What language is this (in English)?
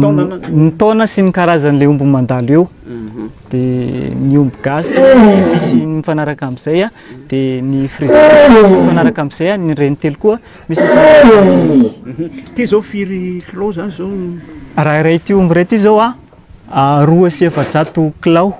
Malagasy